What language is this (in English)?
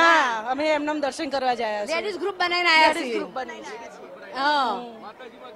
Gujarati